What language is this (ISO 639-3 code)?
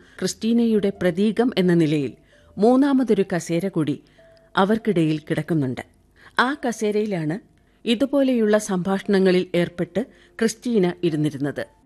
mal